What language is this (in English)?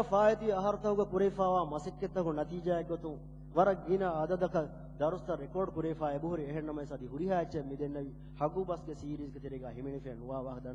Divehi